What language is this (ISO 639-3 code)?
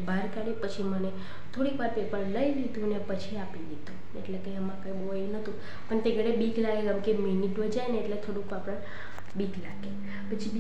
guj